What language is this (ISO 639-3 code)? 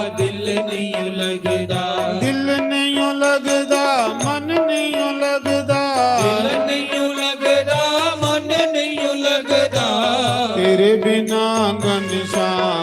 doi